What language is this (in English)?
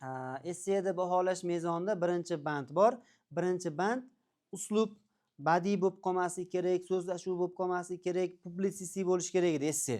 Uzbek